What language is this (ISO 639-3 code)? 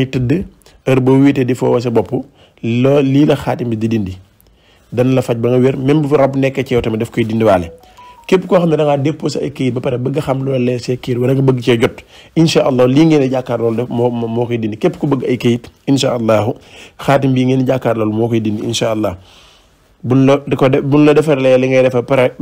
wol